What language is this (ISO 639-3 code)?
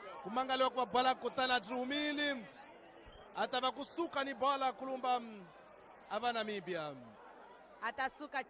tso